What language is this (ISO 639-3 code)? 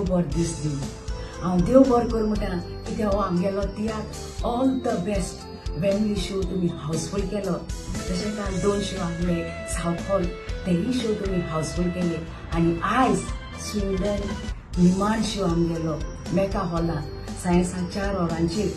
kok